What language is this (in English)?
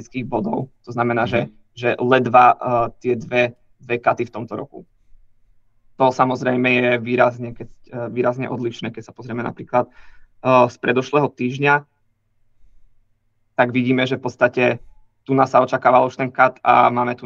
Slovak